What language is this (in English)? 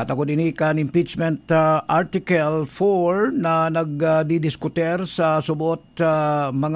Bikol